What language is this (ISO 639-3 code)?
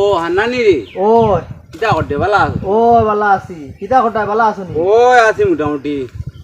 syl